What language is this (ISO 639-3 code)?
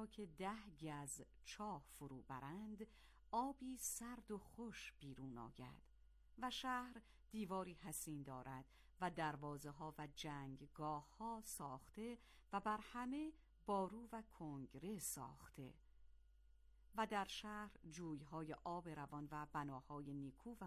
fas